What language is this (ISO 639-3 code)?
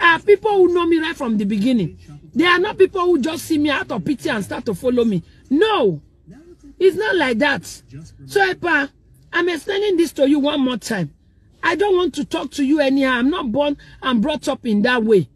pcm